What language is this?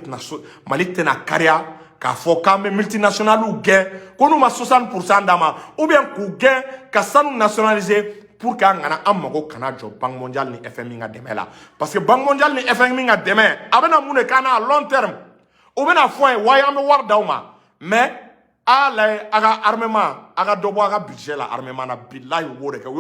Bambara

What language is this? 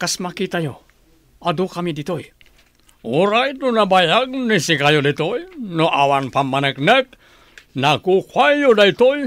Iloko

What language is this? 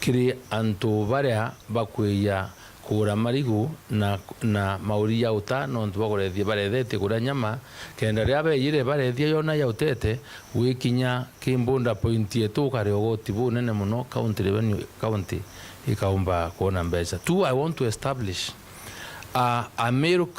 Meru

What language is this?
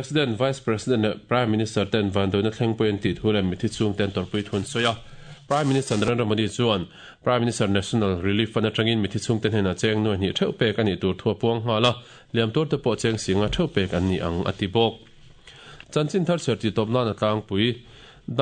Mizo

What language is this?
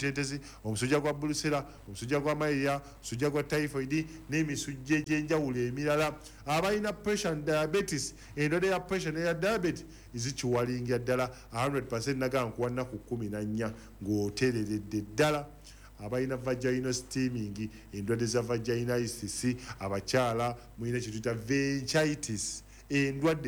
Ganda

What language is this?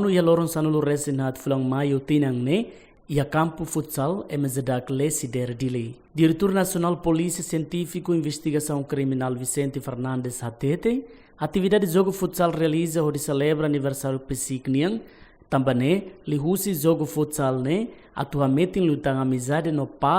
Tetum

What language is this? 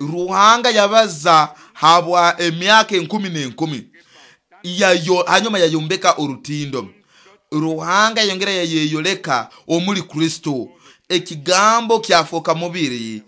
Nyoro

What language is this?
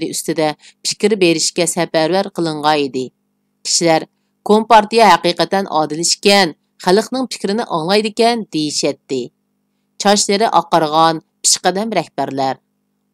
Uyghur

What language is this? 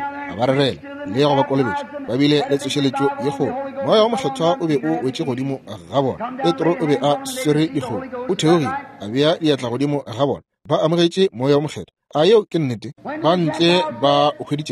Northern Sotho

